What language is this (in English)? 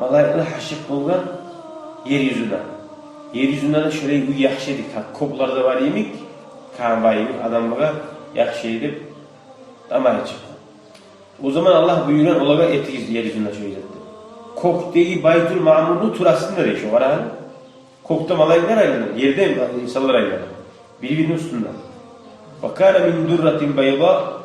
Kumyk